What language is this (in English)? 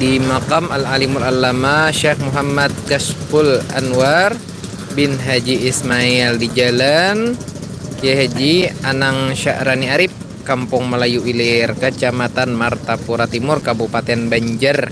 Banjar